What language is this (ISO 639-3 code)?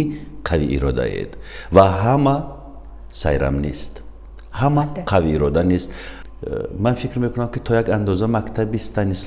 tgk